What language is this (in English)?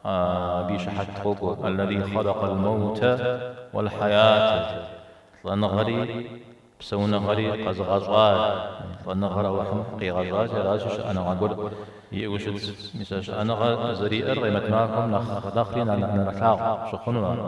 Kabardian